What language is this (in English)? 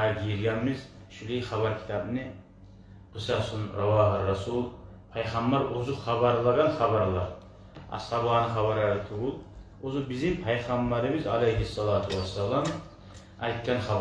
Kumyk